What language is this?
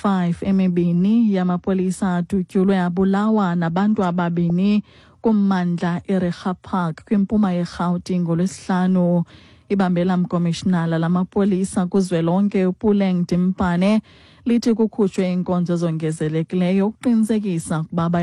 Xhosa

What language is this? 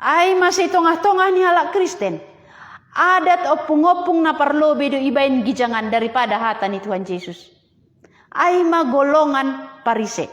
Batak Simalungun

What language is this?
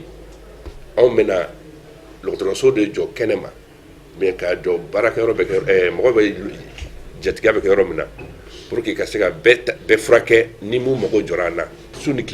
Bambara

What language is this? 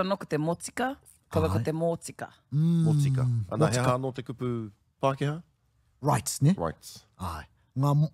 Māori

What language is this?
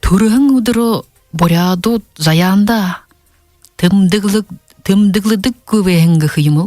Buriat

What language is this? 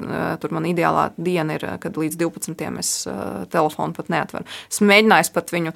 Latvian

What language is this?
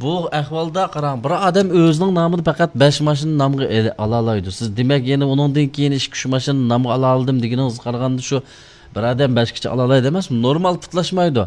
Uyghur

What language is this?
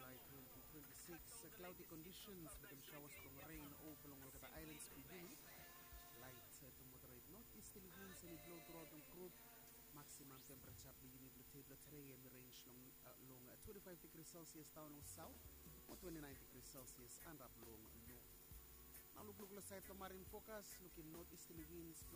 Bislama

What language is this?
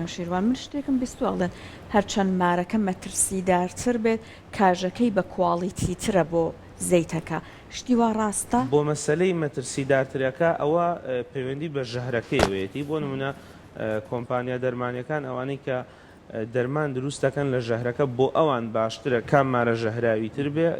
Central Kurdish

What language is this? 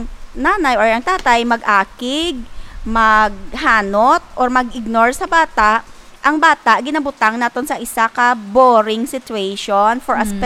Hiligaynon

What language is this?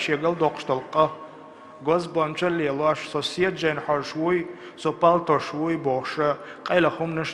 Chechen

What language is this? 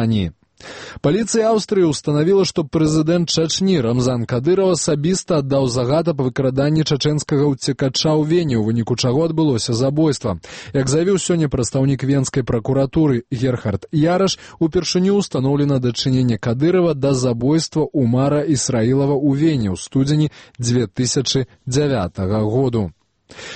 Belarusian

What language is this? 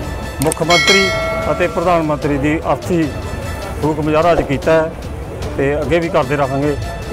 Punjabi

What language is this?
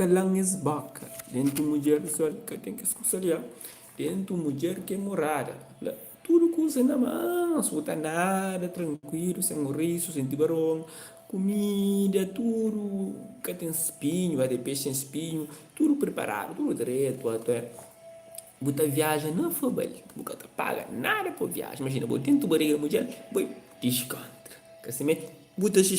Kabuverdianu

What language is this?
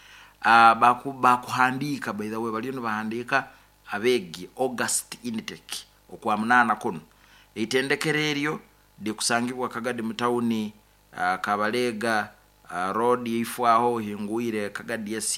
Nyoro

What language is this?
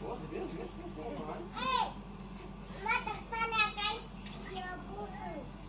Tajik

